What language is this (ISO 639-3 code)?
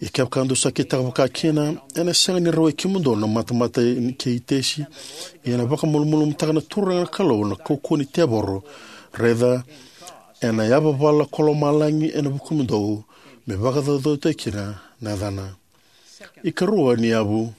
fij